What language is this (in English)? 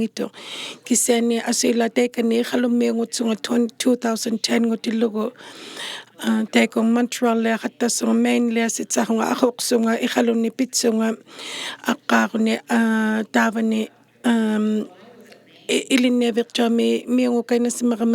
Inuktitut